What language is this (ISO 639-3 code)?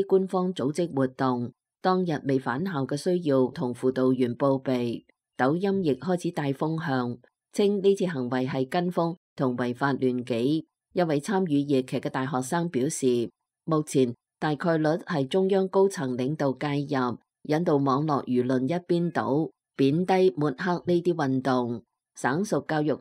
yue